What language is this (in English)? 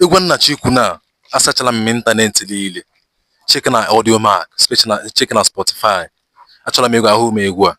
Igbo